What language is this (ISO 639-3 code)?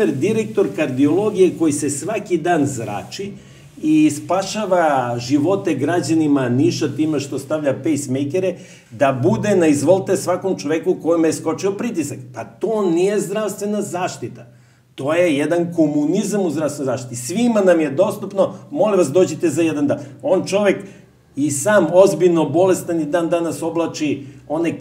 srp